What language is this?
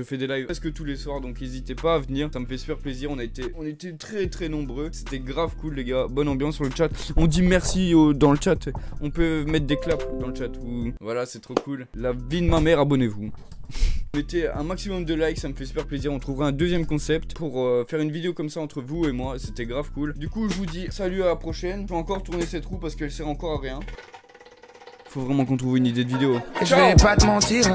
French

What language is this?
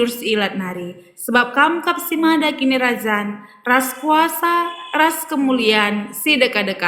Batak Karo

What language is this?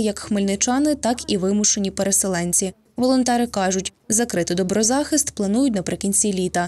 Ukrainian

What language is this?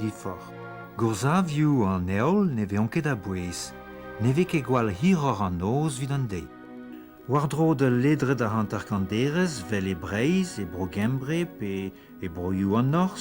Breton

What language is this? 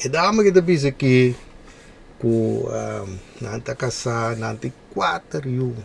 Papiamento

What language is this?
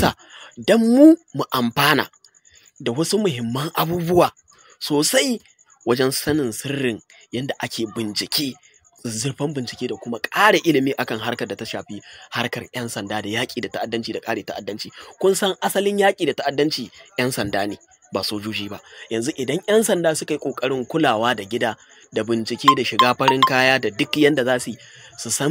Hausa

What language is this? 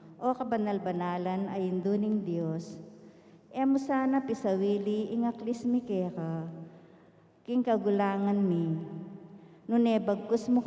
Pampanga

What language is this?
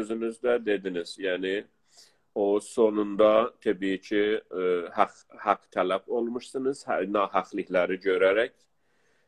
South Azerbaijani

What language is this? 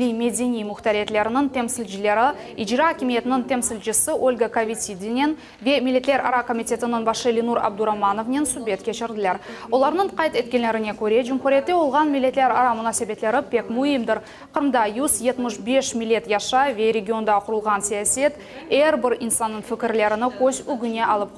Crimean Tatar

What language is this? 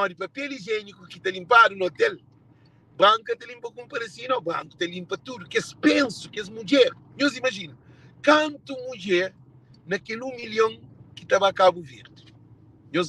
Kabuverdianu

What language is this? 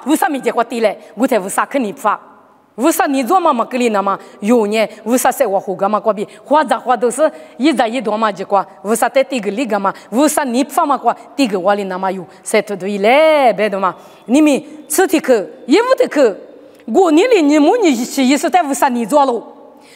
Lisu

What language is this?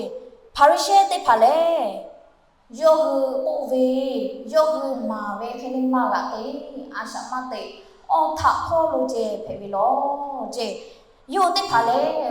Lahu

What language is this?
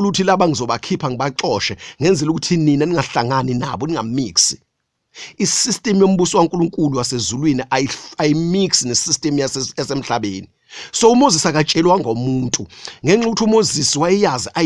Zulu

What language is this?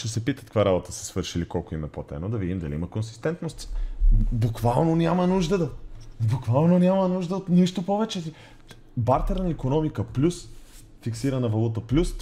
Bulgarian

